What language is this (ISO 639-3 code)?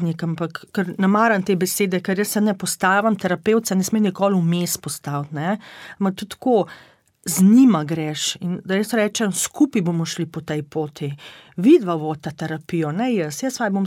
slv